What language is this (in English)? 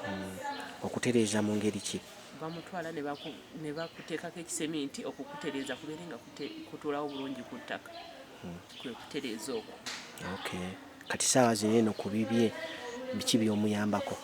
Ganda